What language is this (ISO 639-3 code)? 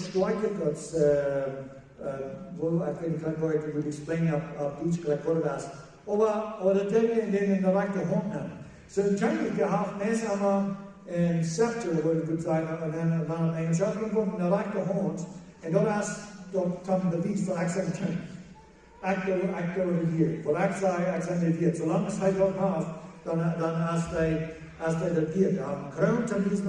pdt